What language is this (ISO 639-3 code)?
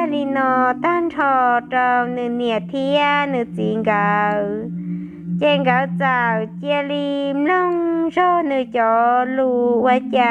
hmn